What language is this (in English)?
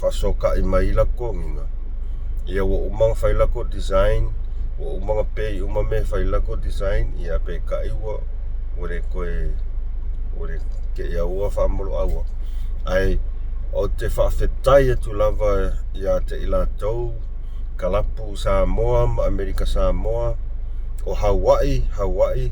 Samoan